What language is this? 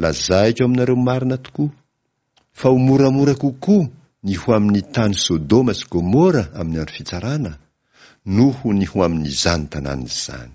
Malagasy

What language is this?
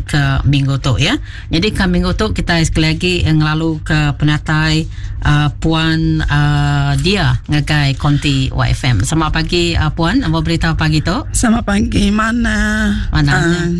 Iban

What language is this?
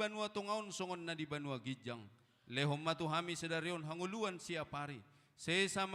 Batak Toba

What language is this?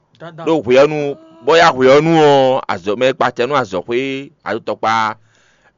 Fon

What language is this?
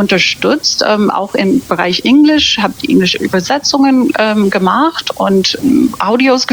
German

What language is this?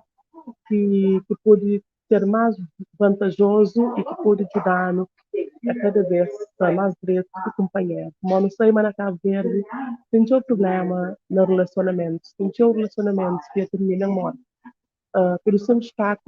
Kabuverdianu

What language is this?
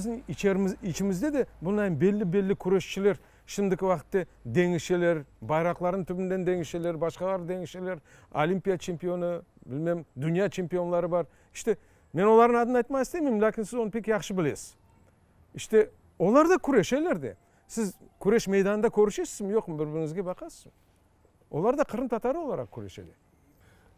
Crimean Tatar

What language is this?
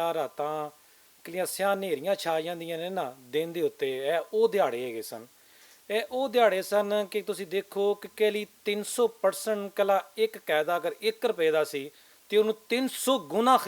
Western Panjabi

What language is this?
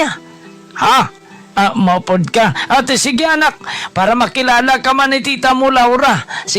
Hiligaynon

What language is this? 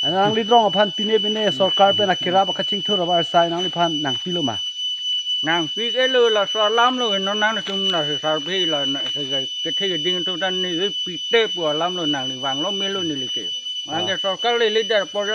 Karbi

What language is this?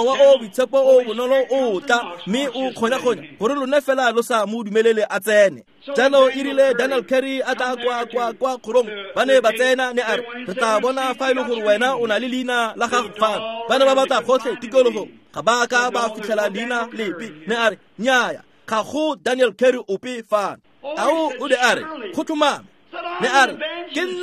Tswana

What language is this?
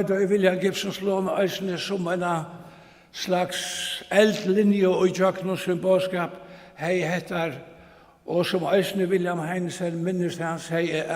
Faroese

